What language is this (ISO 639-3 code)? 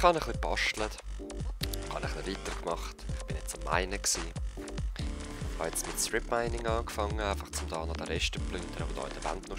gsw